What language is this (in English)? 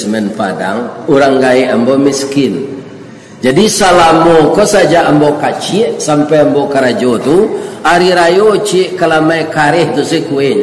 Minangkabau